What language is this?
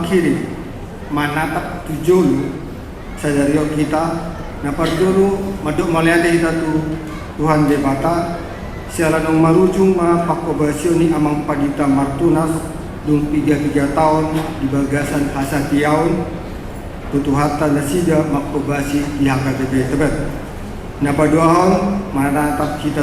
Batak Toba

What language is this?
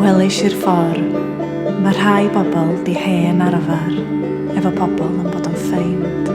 Welsh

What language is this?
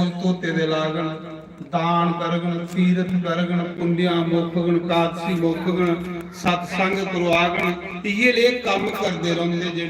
Dogri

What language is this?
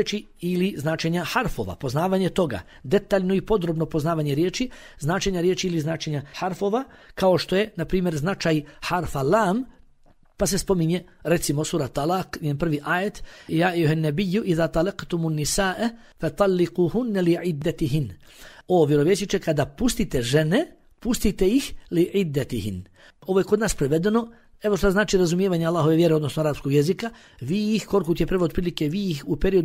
Bosnian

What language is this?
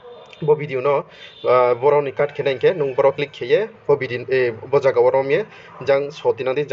Riang (India)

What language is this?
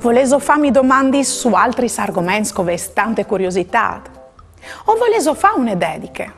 Friulian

